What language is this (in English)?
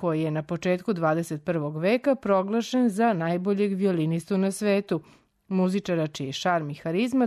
Serbian